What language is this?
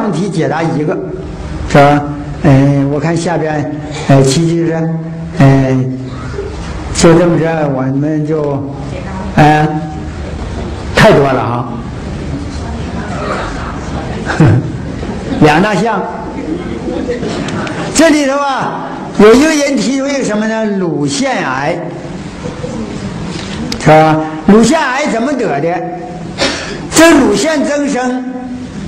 Chinese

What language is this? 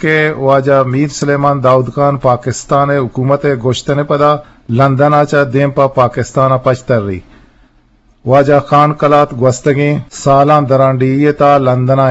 Eastern Balochi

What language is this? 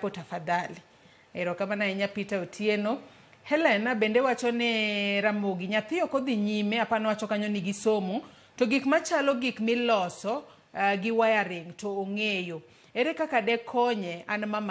Luo (Kenya and Tanzania)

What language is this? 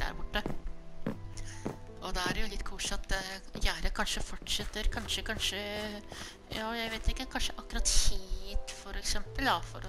Norwegian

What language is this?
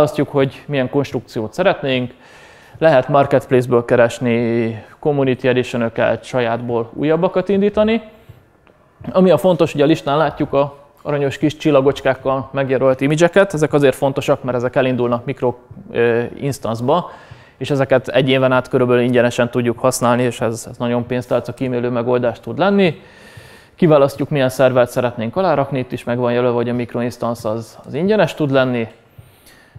Hungarian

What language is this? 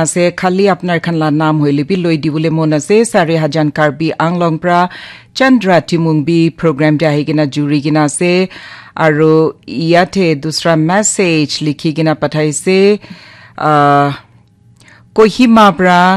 Naga Pidgin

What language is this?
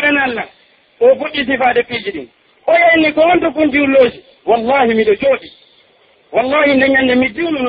Pular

